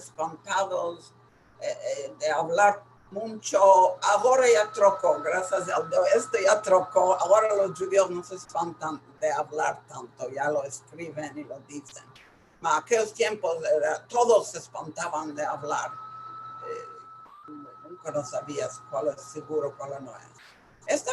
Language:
Ladino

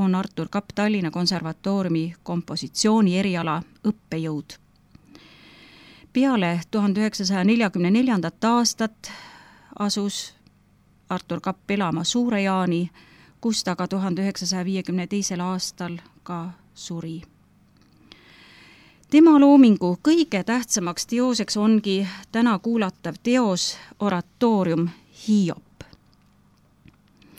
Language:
Estonian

